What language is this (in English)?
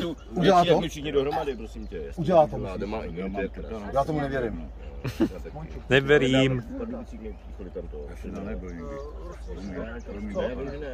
Czech